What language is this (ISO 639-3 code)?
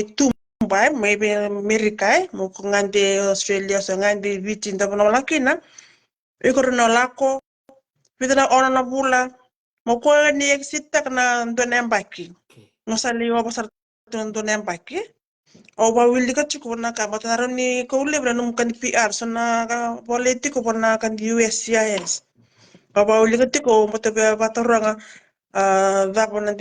fij